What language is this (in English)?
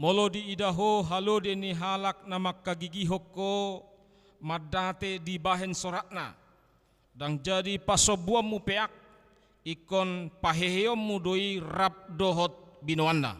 Batak Toba